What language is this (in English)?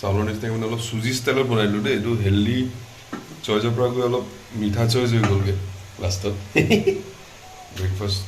Assamese